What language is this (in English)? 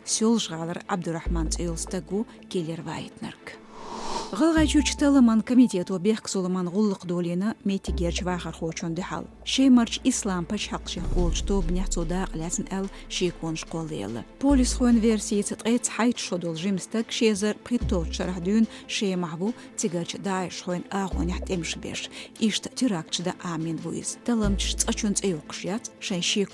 Chechen